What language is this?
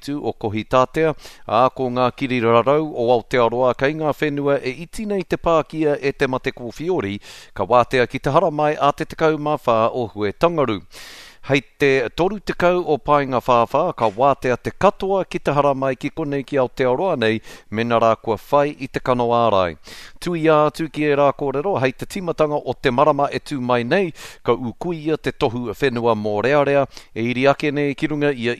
Māori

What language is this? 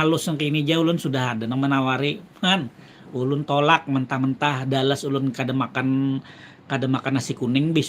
Banjar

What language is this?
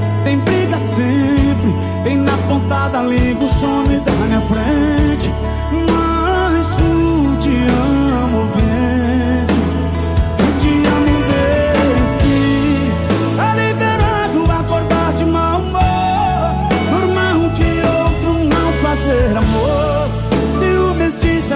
Portuguese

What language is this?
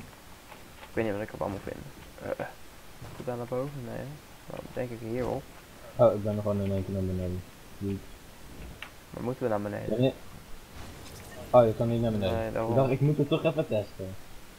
Dutch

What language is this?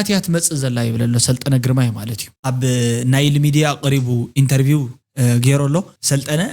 Tigrinya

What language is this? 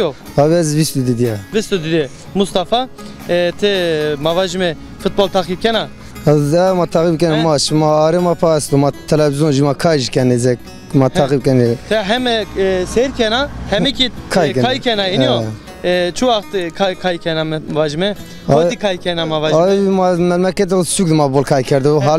Zaza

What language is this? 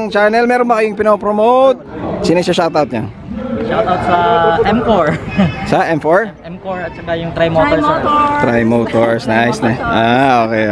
Filipino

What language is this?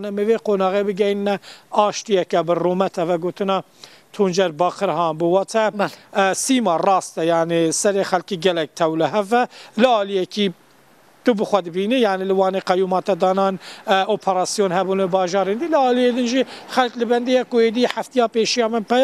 Kurdish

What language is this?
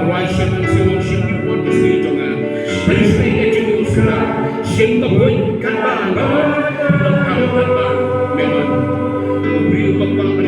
Khasi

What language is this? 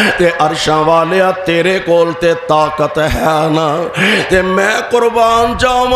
Western Panjabi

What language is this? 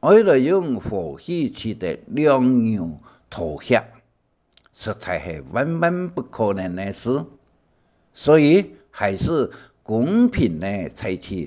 Hakka Chinese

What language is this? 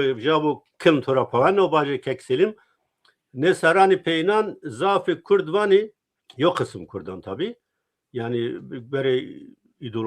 Zaza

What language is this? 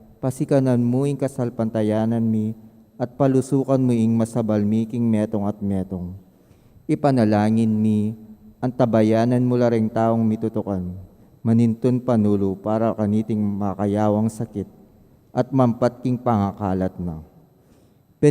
Pampanga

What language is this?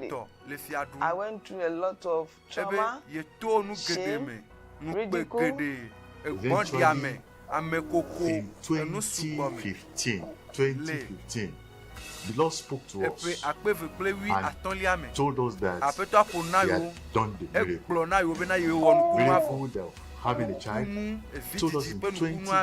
Ewe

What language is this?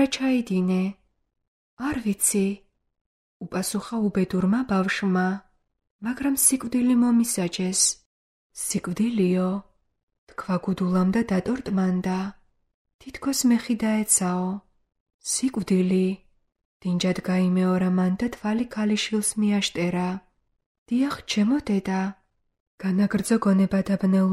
Georgian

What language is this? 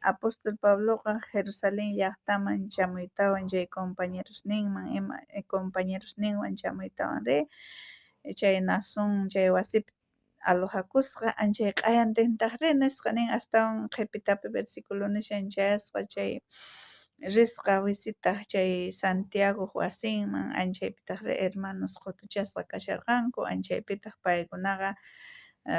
South Bolivian Quechua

